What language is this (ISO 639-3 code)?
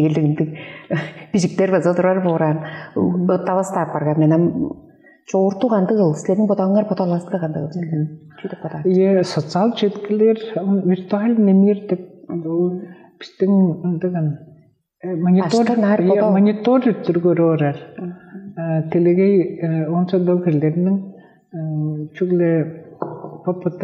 tyv